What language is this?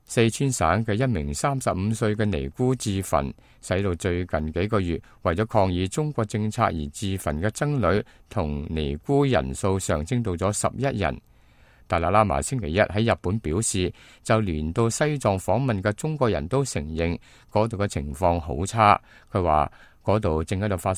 Cantonese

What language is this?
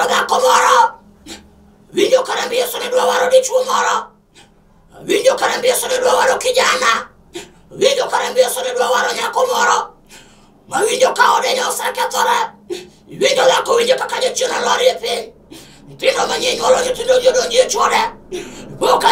Luo (Kenya and Tanzania)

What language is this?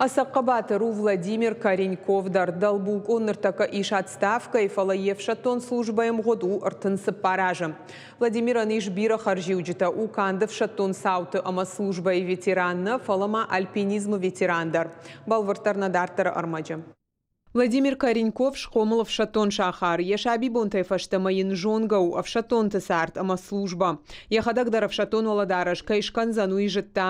Ossetic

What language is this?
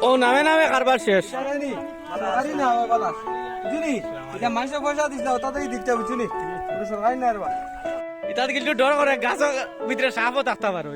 Sylheti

